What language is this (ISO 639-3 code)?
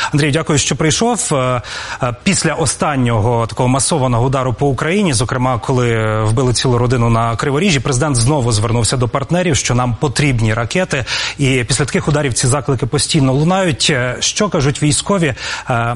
ukr